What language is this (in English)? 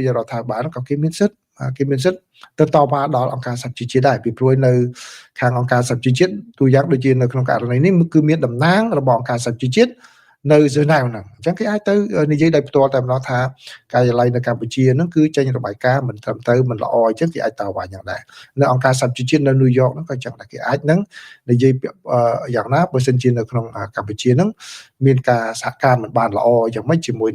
Khmer